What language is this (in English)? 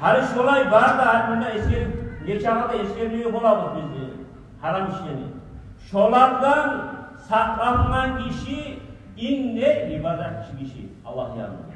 Kumyk